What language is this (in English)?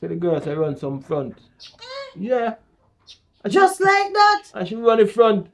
Jamaican Creole English